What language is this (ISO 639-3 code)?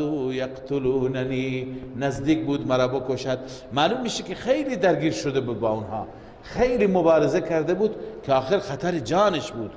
fas